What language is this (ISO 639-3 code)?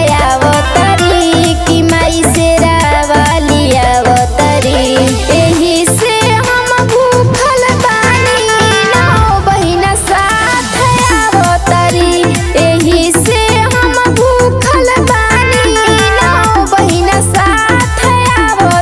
bho